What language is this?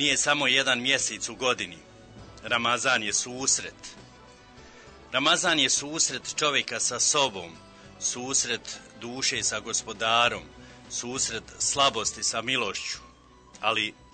Bosnian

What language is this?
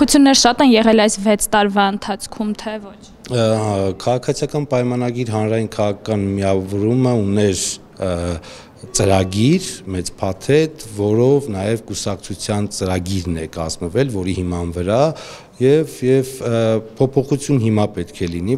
Armenian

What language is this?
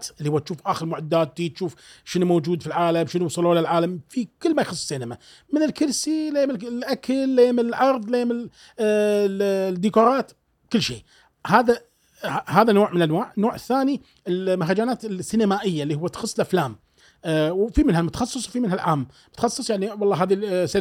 Gulf Arabic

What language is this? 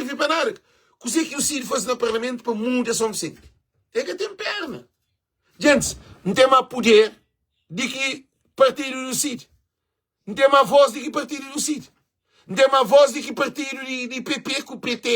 Kabuverdianu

